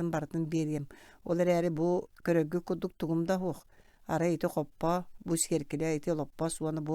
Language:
Yakut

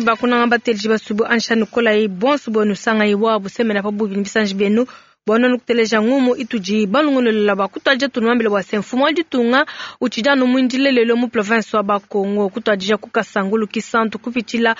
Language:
Luba-Lulua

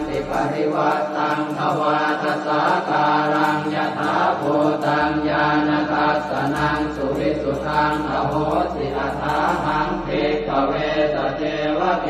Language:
Pali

